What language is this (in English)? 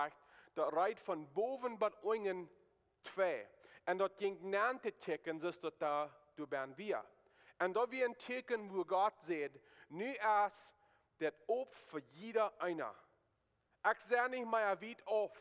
Plautdietsch